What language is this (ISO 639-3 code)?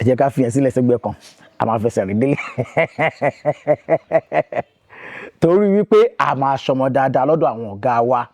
yor